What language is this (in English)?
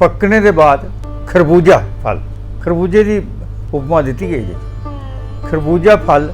Dogri